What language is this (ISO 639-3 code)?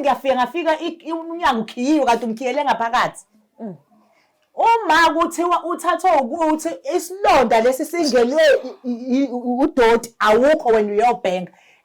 zul